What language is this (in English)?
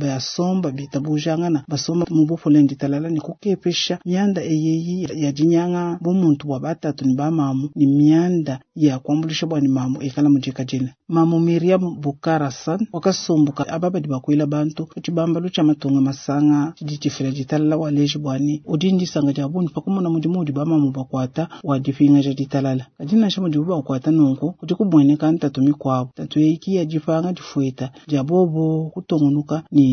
Luba-Lulua